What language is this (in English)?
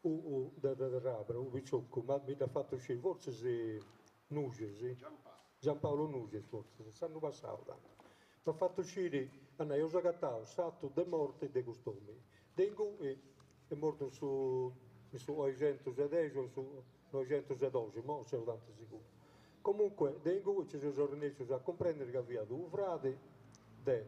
Sardinian